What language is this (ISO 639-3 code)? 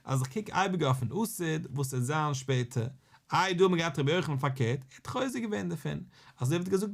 yid